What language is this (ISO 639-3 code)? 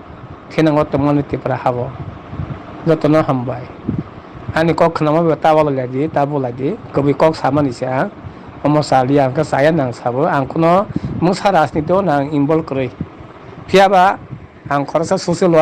ria